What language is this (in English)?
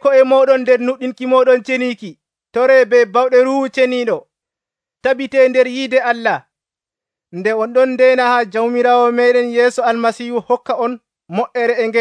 Nigerian Fulfulde